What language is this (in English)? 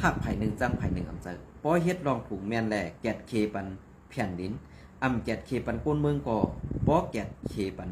Shan